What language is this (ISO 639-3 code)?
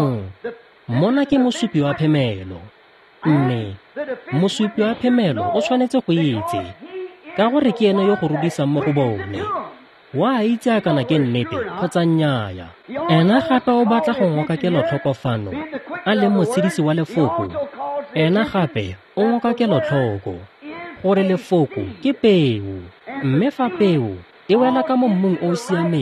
tsn